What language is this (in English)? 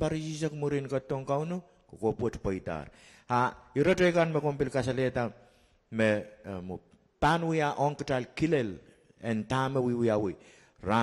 Pohnpeian